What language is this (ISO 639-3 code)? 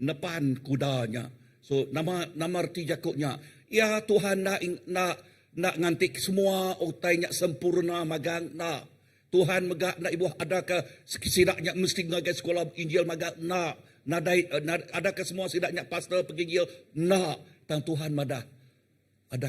iba